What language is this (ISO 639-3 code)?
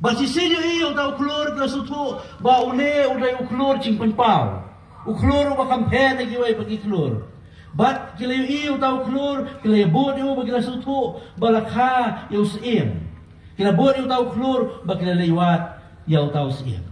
kha